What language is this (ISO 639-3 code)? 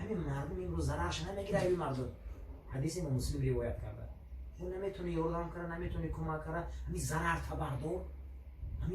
tgk